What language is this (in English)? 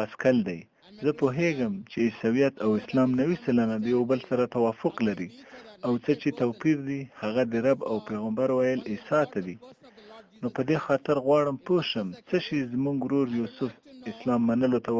Pashto